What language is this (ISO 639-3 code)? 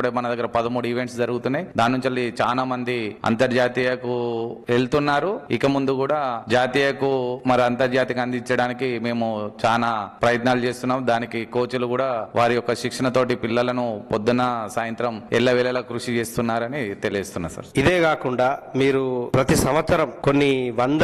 tel